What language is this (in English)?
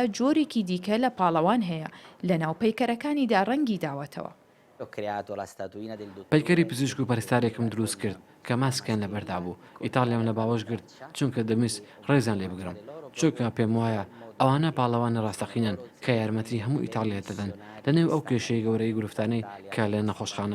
Central Kurdish